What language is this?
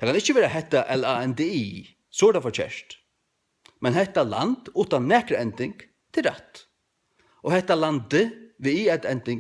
Faroese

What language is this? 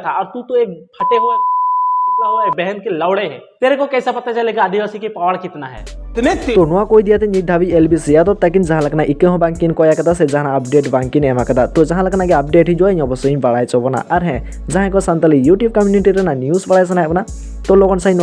Santali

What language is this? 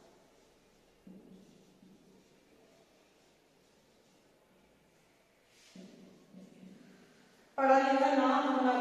Hindi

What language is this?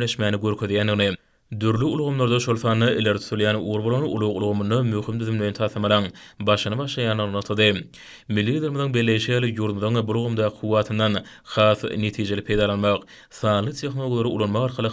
Turkmen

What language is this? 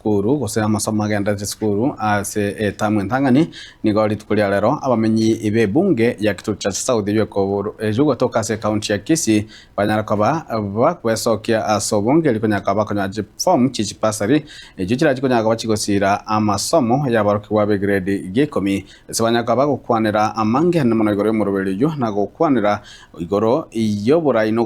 Gusii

